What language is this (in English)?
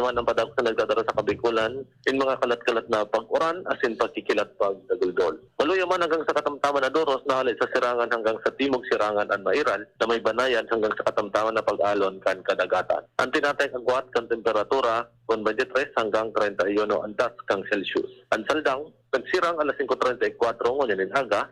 Bikol